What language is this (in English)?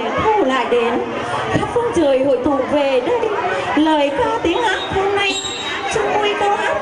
Vietnamese